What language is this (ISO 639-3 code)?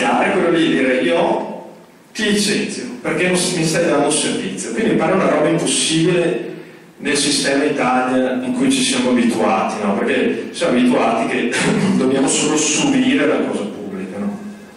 ita